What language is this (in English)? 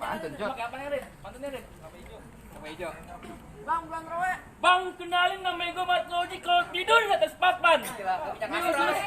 Betawi